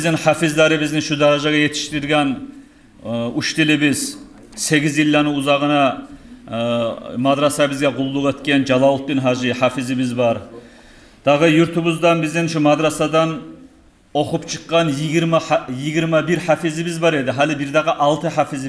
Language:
Kumyk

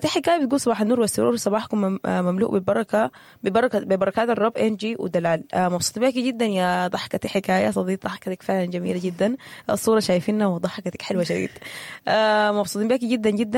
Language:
Sudanese Arabic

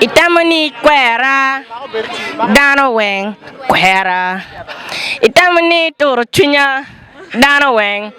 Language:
Acoli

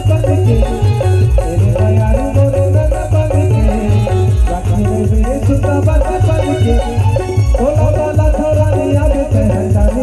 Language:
Chhattisgarhi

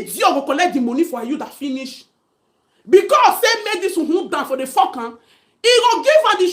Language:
Nigerian Pidgin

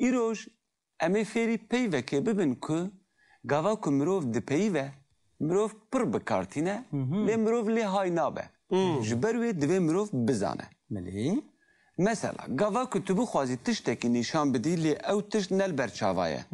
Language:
Kurdish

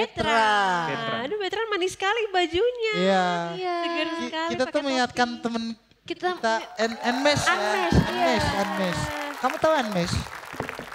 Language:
Indonesian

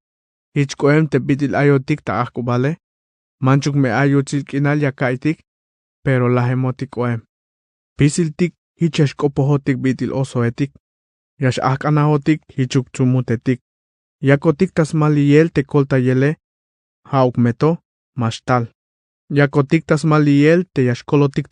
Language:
Tzeltal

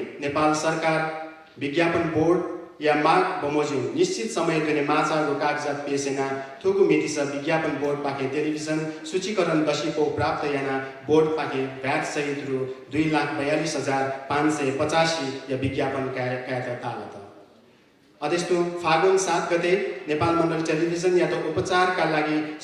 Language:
Newari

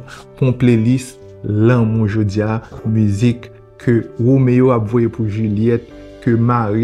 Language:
Haitian Creole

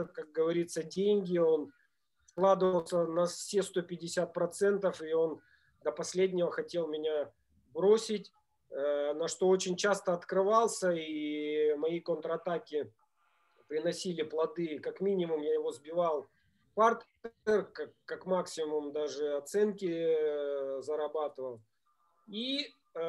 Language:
Russian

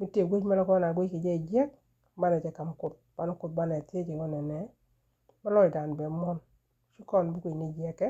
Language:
Nuer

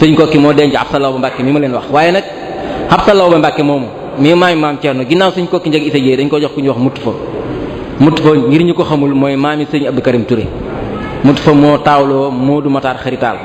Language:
Wolof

